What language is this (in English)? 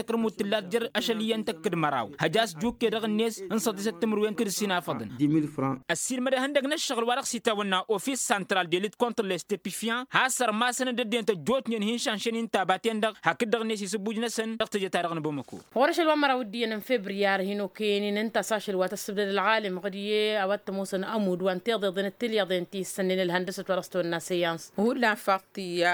Tamasheq